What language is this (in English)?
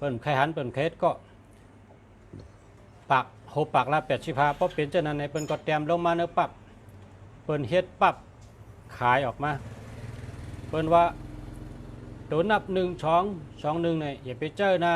Shan